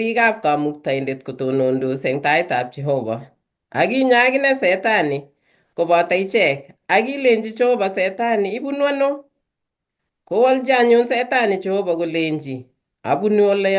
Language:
Kalenjin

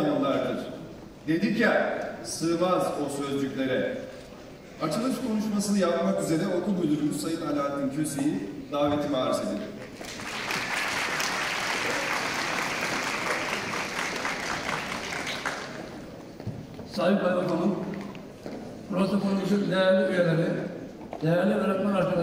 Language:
Turkish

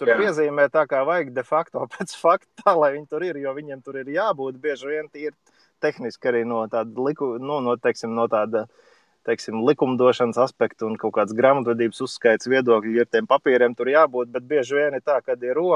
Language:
Latvian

